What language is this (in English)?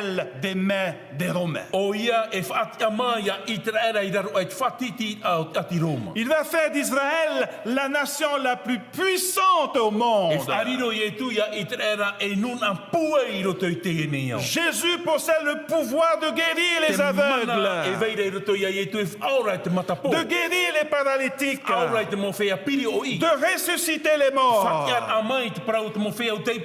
Tahitian